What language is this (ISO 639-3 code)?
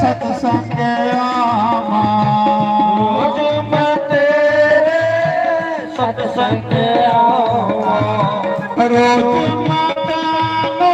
doi